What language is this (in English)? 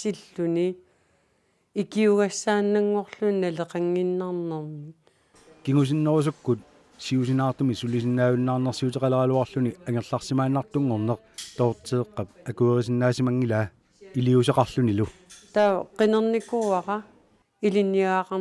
Kalaallisut